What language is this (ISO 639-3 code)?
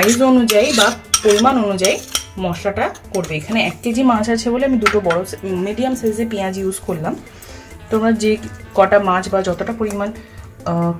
ben